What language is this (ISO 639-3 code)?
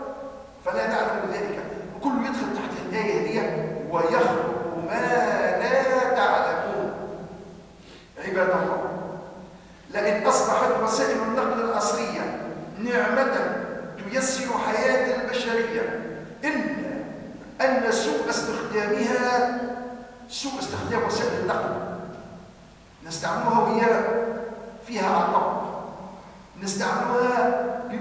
ara